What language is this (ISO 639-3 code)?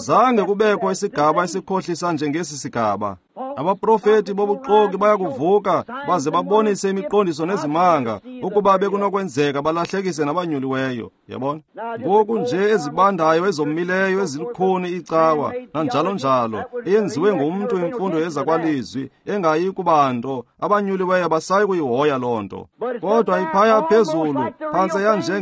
xho